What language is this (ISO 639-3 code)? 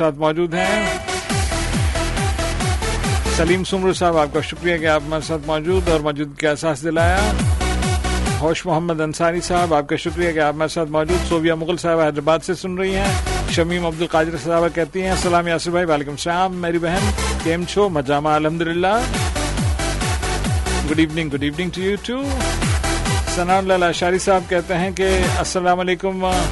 urd